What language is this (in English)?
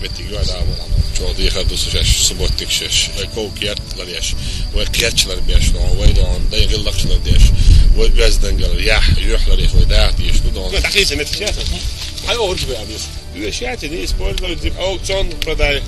Chechen